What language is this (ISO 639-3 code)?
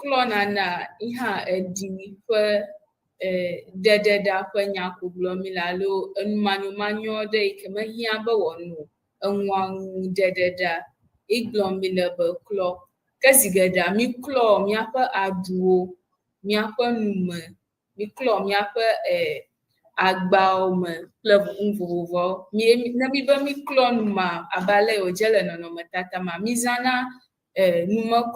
ewe